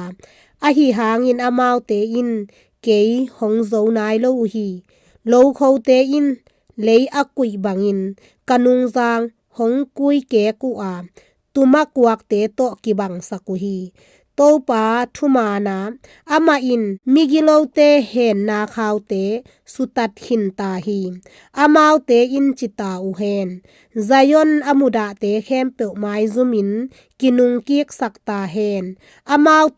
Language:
Tedim Chin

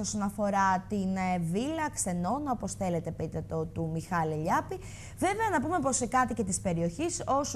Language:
Greek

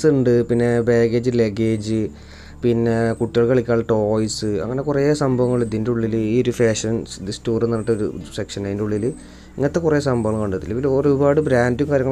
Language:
Malayalam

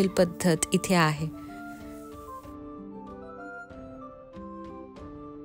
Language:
Marathi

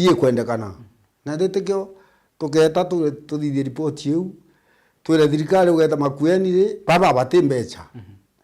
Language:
Meru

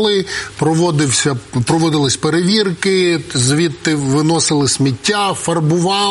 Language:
Ukrainian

